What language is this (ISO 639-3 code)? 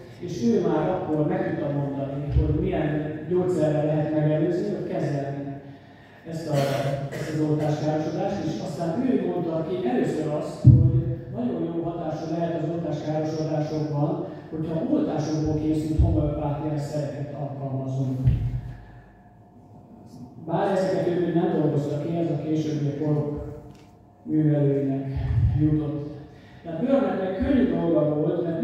hun